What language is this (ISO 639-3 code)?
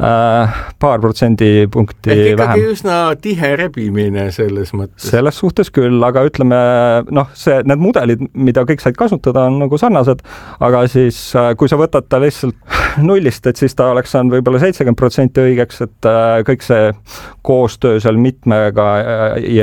est